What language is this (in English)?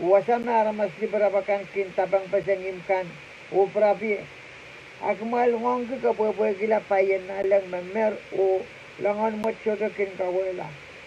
Pohnpeian